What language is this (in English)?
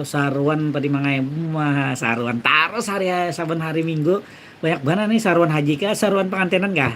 Banjar